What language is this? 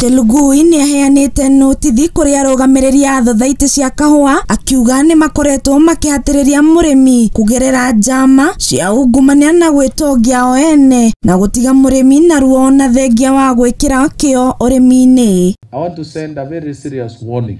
Kikuyu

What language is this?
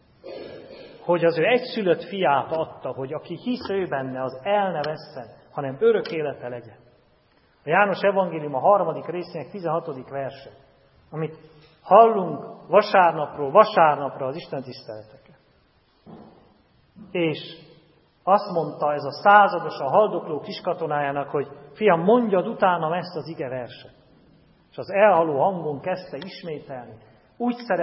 Hungarian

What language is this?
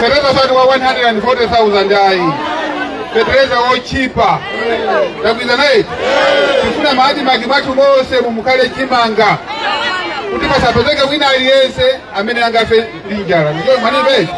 Nyanja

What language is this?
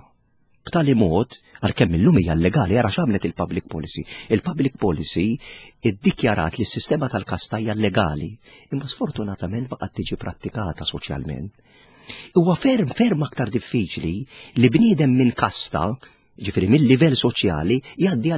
Maltese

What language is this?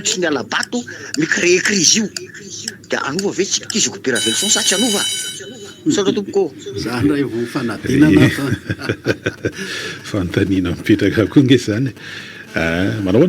Malagasy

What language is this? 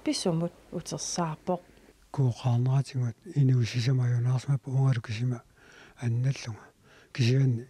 Kalaallisut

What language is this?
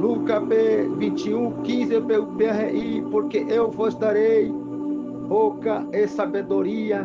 Guarani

